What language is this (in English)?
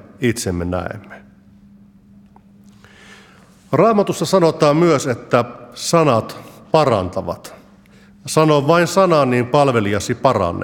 Finnish